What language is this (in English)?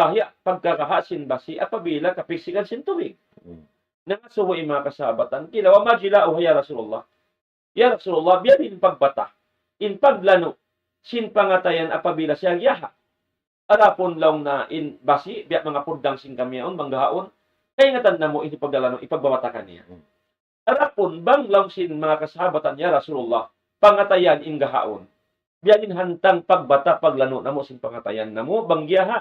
Tausug